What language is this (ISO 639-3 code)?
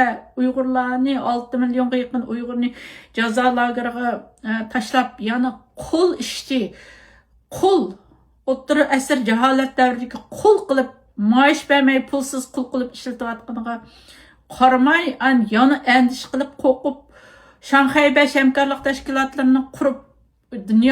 uig